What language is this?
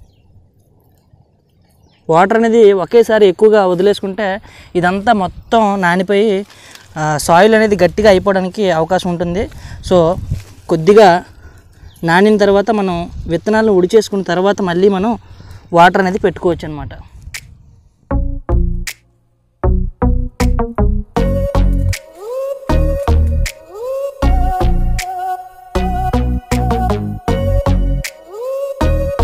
Telugu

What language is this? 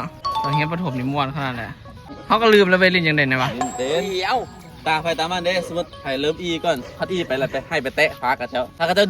Northeastern Thai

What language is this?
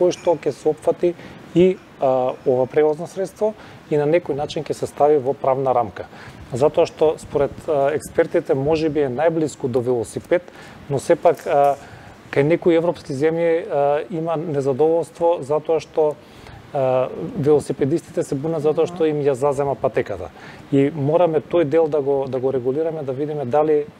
Macedonian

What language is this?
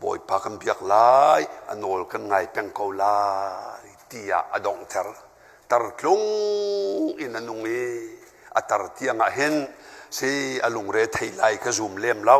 Hakha Chin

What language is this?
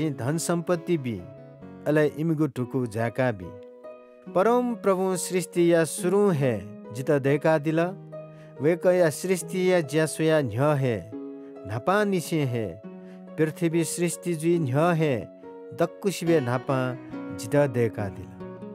Newari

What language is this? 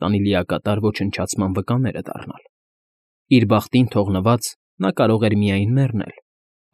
Armenian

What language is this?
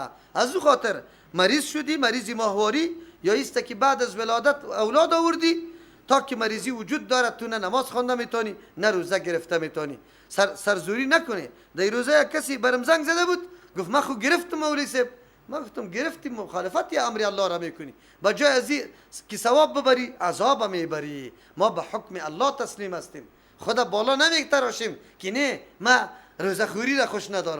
Persian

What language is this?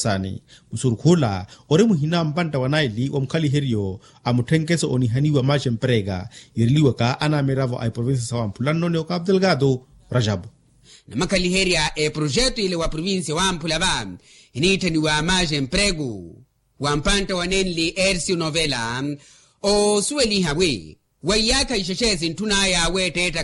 Makhuwa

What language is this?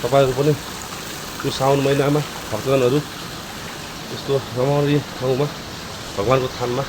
Nepali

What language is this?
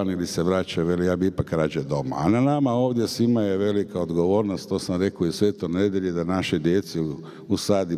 Croatian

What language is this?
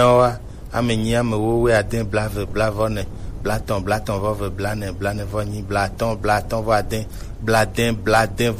Gen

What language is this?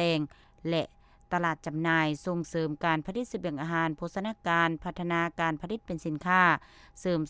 Lao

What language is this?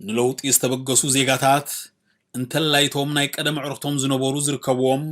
Tigrinya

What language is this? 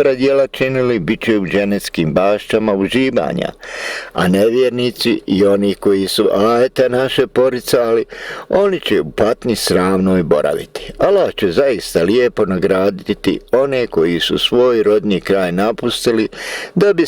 Bosnian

